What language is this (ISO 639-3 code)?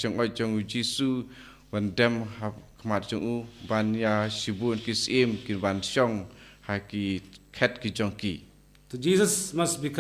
kha